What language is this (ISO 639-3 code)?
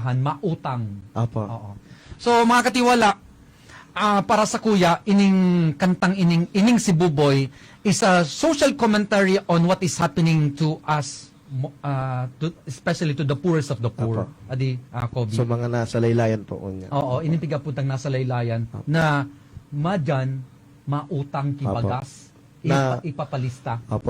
bik